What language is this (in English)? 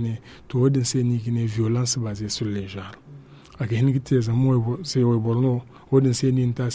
Zarma